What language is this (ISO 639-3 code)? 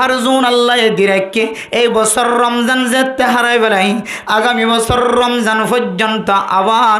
rhg